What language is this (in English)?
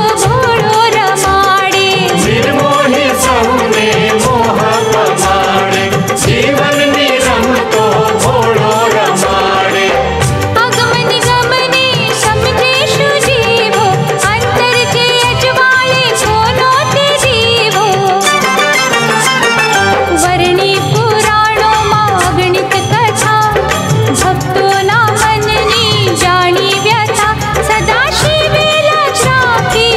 Gujarati